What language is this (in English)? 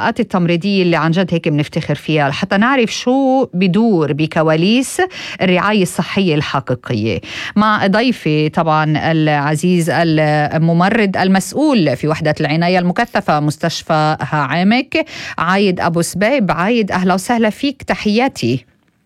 North Levantine Arabic